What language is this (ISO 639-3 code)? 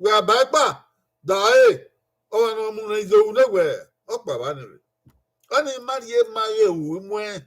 bin